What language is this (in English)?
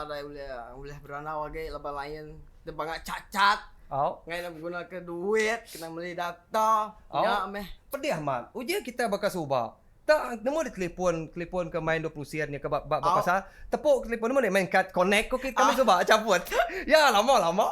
Iban